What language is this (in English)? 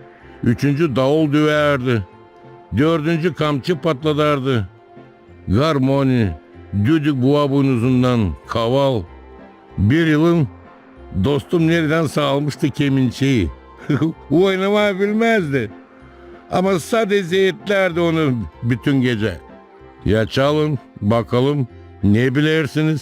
Gagauz